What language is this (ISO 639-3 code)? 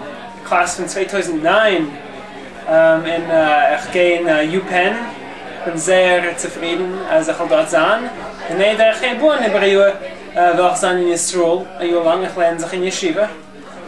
yid